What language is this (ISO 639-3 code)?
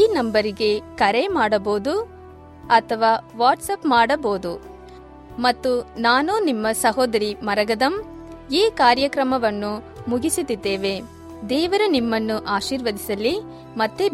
kan